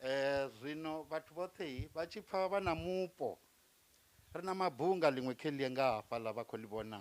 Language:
Venda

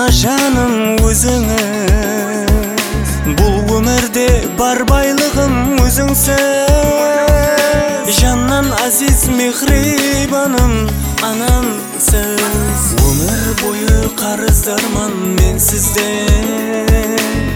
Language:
Kazakh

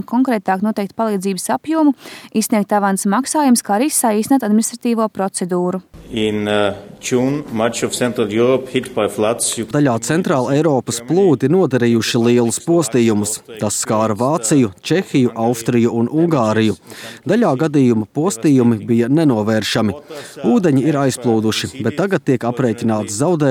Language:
Latvian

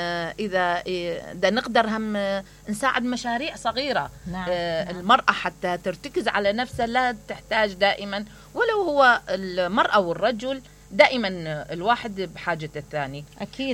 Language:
Mesopotamian Arabic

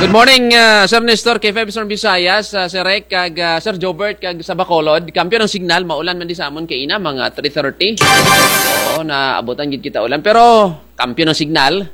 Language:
Kinaray-a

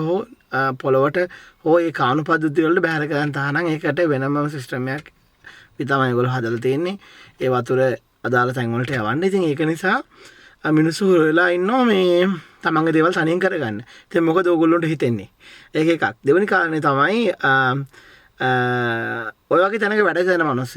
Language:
Sinhala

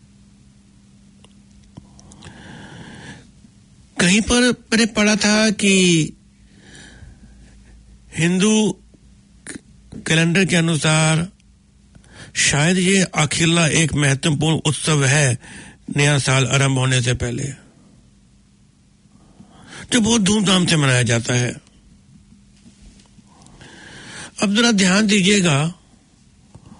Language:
Hindi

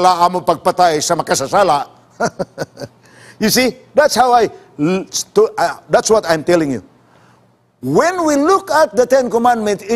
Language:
Cebuano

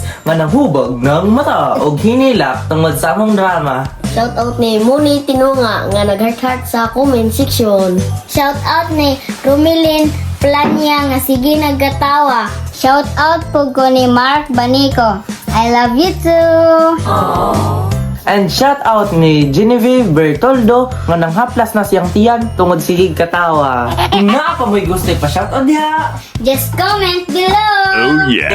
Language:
Cebuano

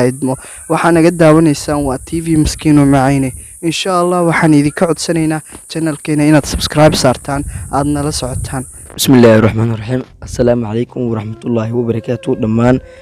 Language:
Somali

